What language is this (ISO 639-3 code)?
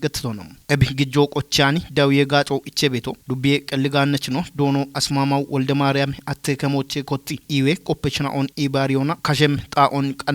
kbr